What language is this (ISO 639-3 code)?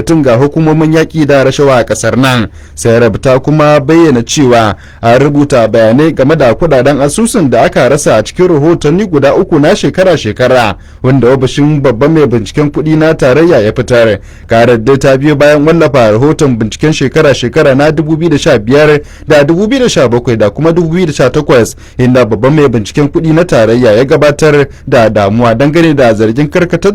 hau